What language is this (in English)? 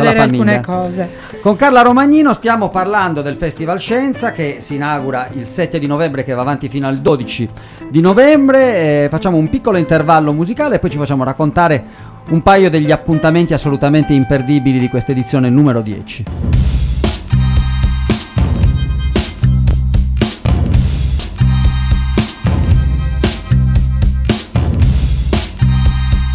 Italian